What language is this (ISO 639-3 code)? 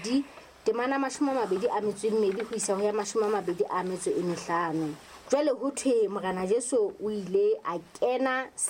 sot